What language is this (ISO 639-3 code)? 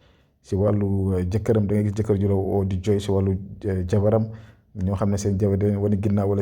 wol